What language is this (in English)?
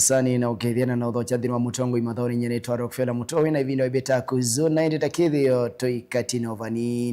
Kamba